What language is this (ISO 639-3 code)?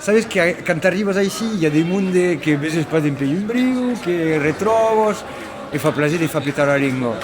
oci